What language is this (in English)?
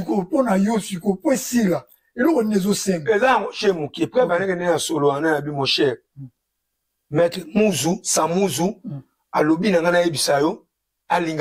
Lingala